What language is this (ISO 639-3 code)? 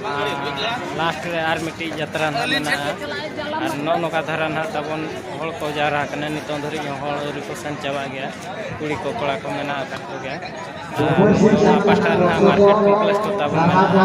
sat